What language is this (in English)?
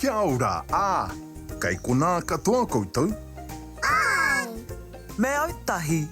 Māori